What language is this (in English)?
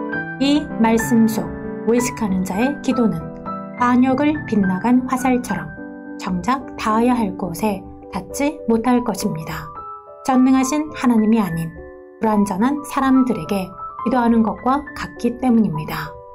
Korean